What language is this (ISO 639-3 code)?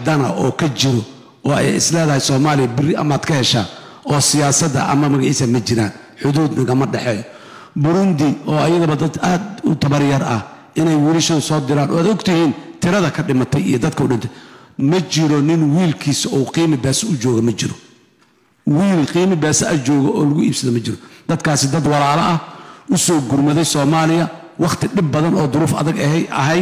som